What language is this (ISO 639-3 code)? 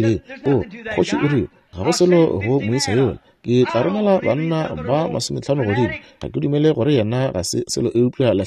nso